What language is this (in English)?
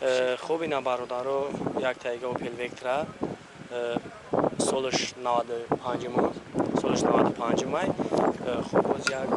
Tajik